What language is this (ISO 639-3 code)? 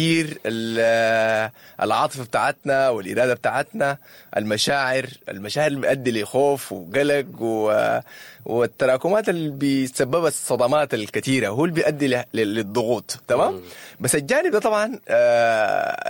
apd